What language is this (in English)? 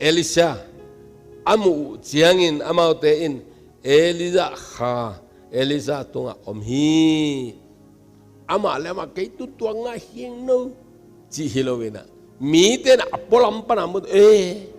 Tedim Chin